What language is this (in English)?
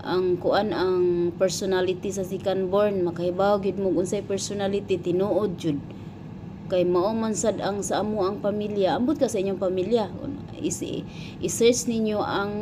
Cebuano